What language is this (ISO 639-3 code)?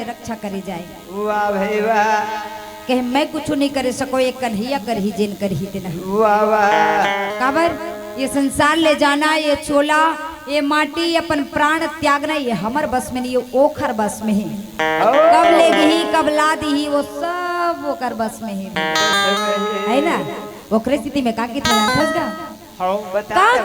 hne